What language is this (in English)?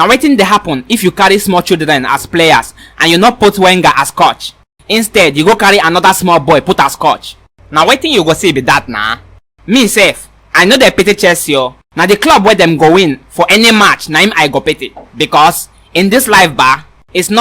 Nigerian Pidgin